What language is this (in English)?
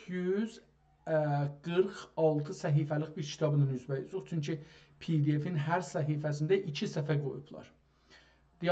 South Azerbaijani